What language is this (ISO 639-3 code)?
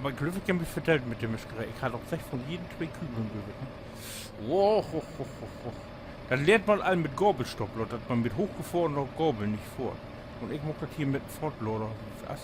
nds